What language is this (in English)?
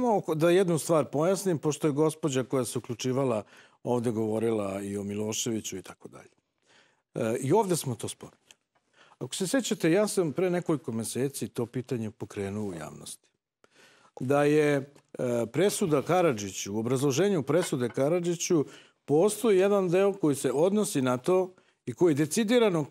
Serbian